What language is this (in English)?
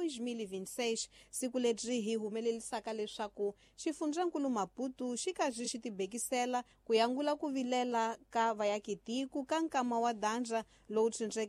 Tsonga